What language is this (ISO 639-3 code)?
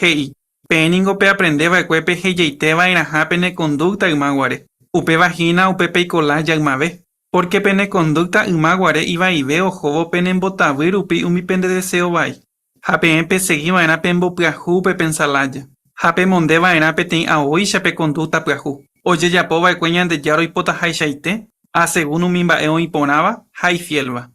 grn